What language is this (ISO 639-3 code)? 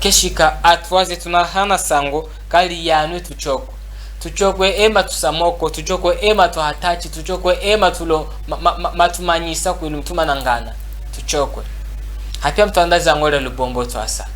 cjk